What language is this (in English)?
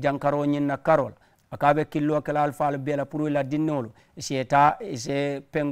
Mandingo